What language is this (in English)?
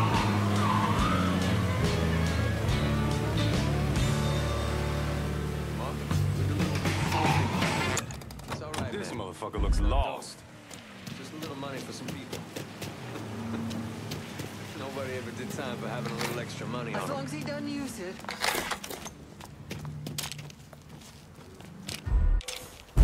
English